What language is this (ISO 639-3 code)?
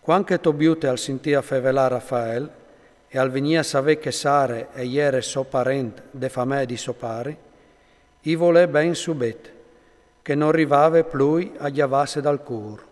fur